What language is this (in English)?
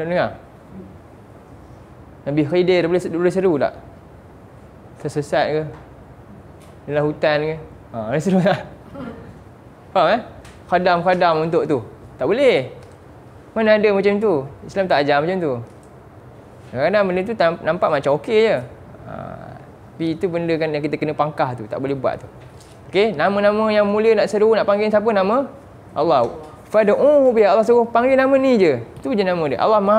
Malay